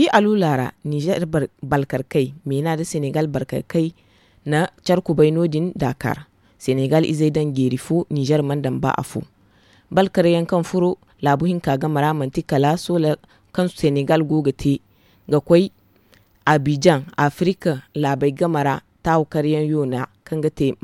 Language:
Zarma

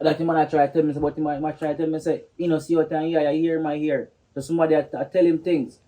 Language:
Jamaican Creole English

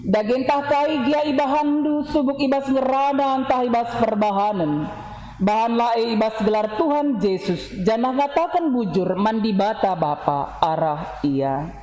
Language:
Batak Karo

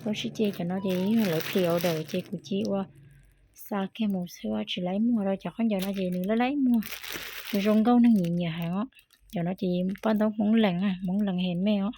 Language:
Hmong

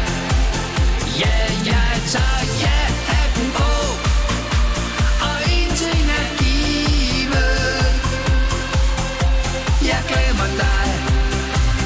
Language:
Danish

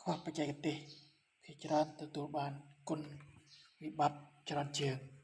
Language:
Khmer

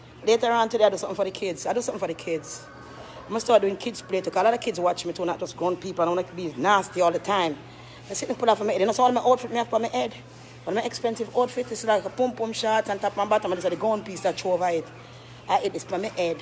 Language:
Jamaican Creole English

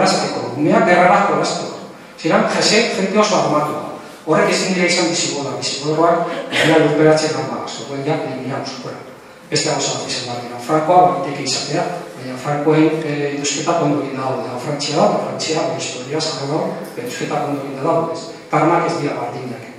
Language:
Basque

